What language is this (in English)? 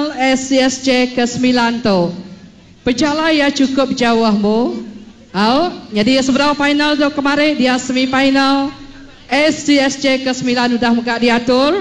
Iban